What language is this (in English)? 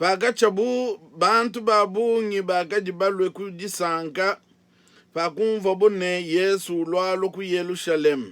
Luba-Lulua